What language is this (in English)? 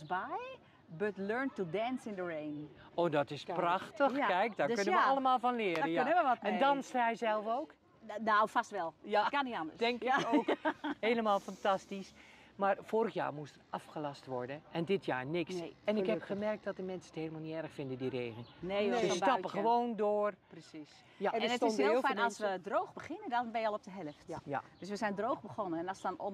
Dutch